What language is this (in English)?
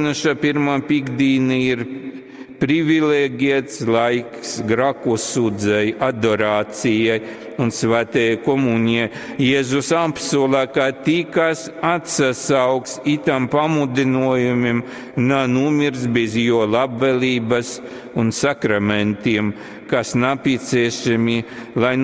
Latgalian